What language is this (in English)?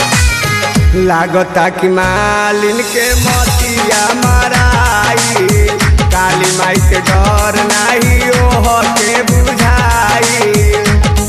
Bhojpuri